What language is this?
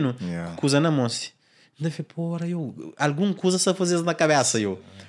Kabuverdianu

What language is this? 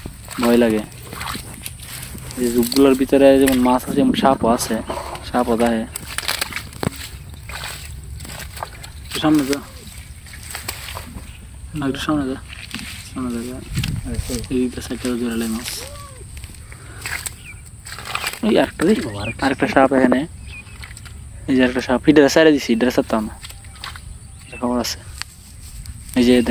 Bangla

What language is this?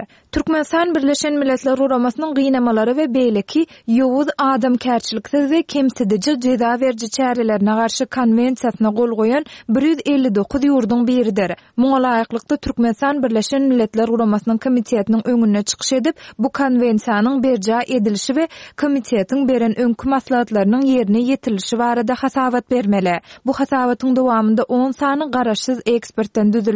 Turkmen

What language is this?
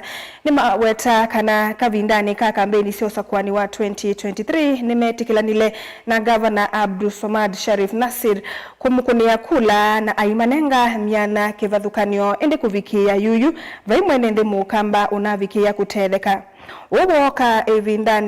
Kamba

